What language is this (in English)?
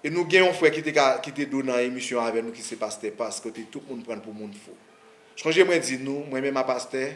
Haitian Creole